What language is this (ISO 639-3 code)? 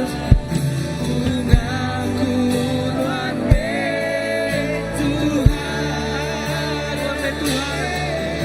iba